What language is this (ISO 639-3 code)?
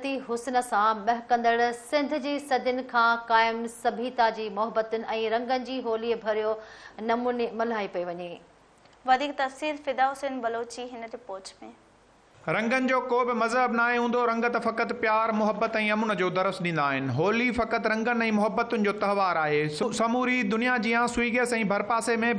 snd